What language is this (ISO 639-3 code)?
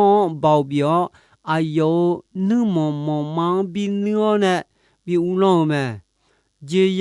ahk